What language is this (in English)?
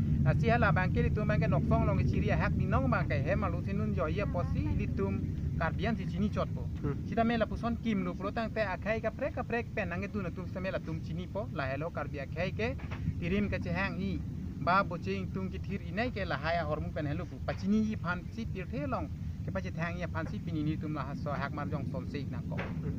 Karbi